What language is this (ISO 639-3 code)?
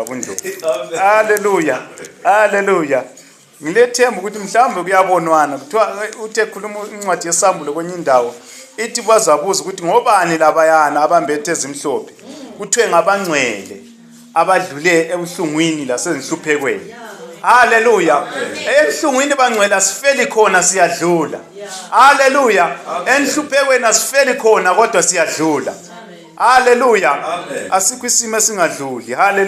nde